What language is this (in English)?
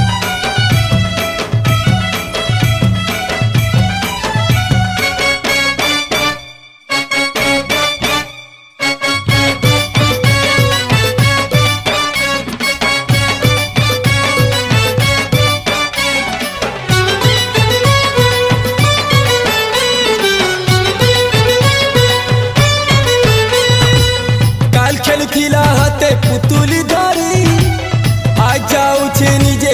Sambalpuri